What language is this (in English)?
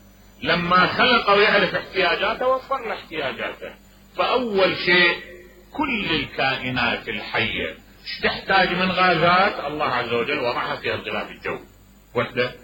Mesopotamian Arabic